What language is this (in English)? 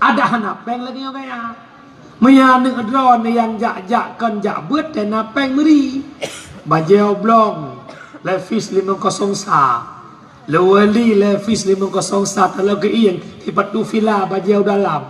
Achinese